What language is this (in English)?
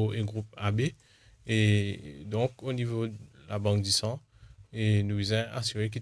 Morisyen